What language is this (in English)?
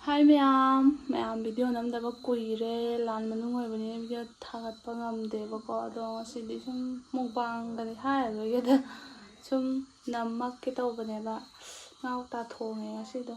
Manipuri